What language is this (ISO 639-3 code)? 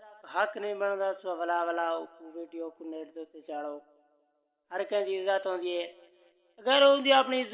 skr